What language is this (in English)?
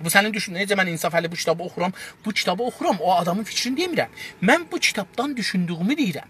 South Azerbaijani